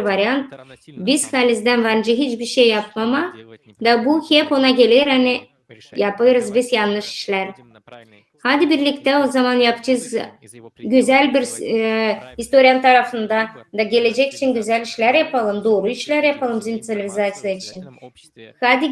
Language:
Gagauz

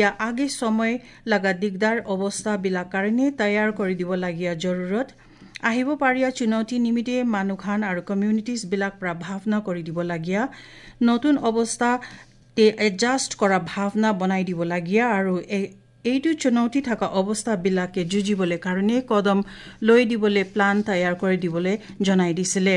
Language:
Assamese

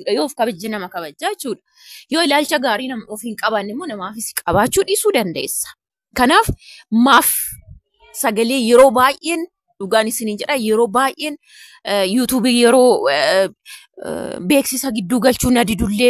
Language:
Oromo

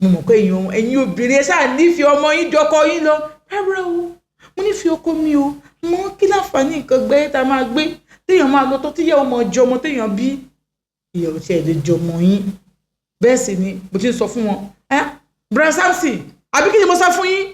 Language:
Yoruba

